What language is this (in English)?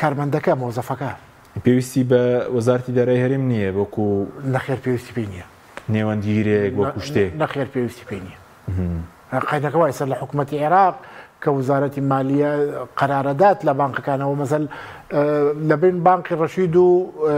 Central Kurdish